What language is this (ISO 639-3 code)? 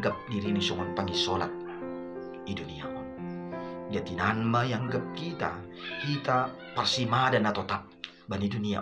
bts